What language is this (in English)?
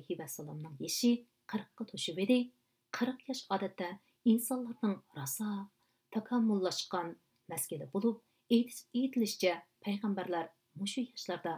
Uyghur